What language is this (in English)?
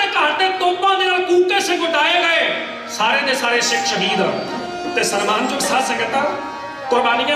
Punjabi